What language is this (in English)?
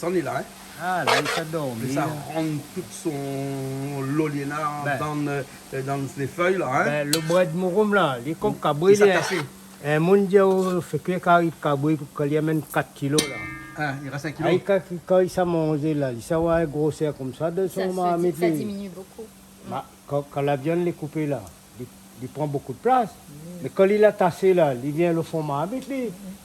Réunion Creole French